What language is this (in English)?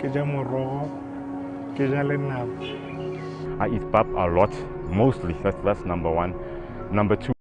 Tswana